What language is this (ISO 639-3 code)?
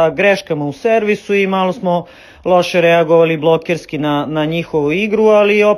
srp